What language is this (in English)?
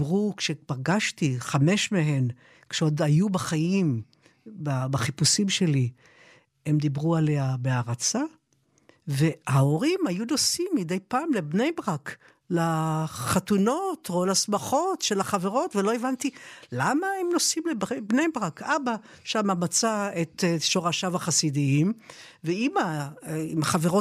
Hebrew